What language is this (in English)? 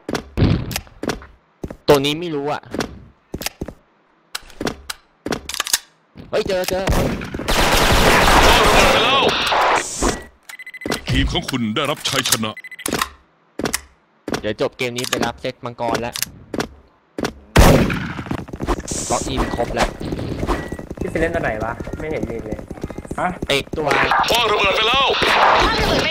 Thai